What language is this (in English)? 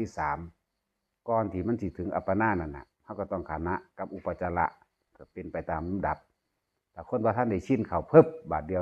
Northeastern Thai